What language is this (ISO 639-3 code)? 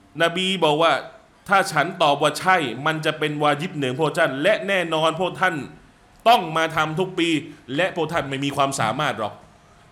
tha